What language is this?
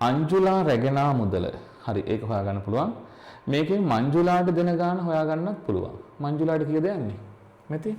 Sinhala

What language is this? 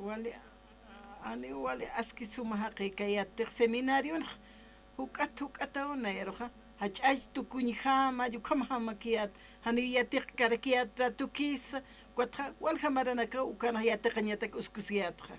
Aymara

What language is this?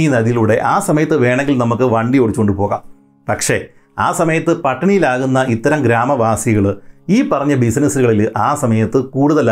Malayalam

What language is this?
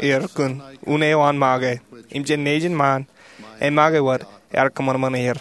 Marshallese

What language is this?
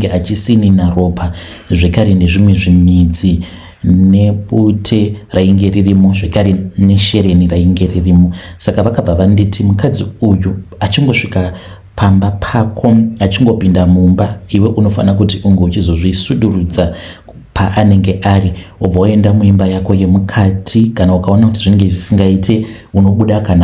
Shona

